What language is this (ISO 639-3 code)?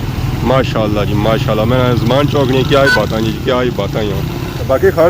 phr